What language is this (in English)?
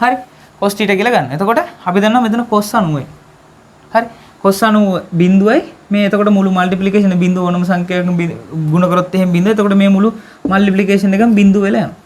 Sinhala